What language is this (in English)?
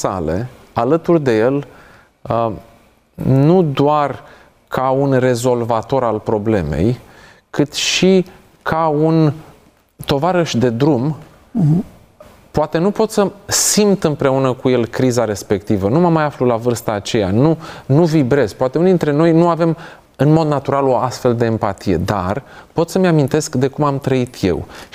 Romanian